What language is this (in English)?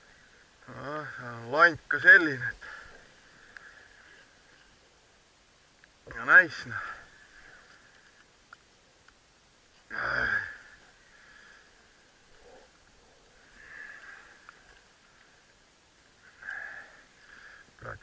Estonian